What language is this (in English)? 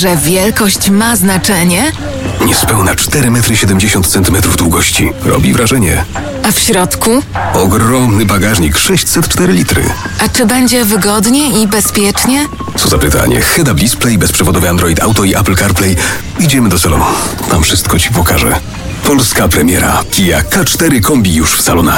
Polish